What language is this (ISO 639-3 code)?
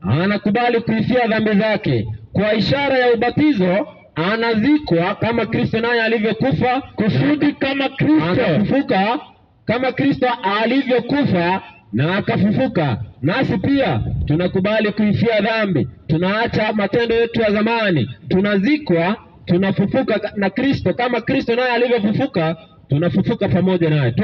swa